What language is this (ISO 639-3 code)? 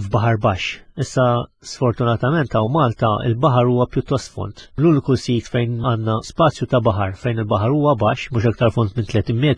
mlt